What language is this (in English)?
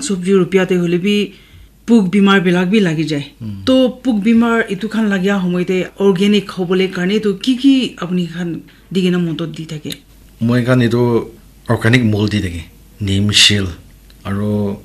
Naga Pidgin